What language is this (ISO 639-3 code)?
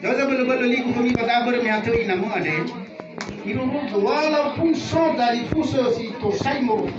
nia